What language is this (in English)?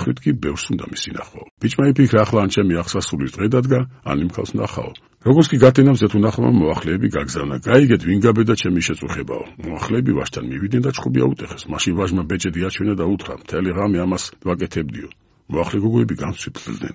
Georgian